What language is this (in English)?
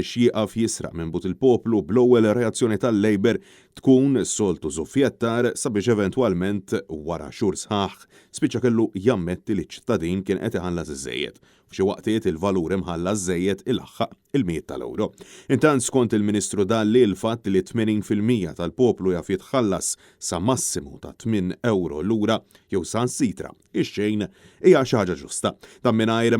Maltese